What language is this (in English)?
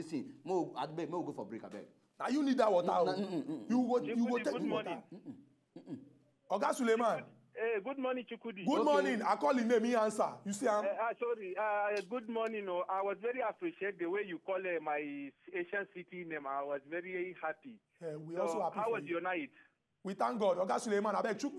Nigerian Pidgin